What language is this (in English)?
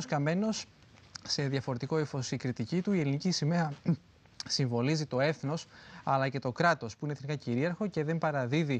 Greek